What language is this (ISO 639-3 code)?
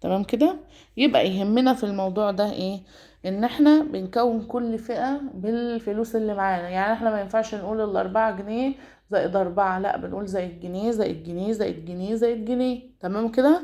arz